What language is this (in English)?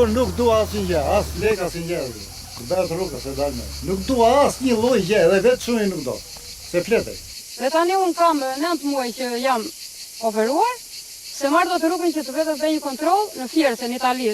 Albanian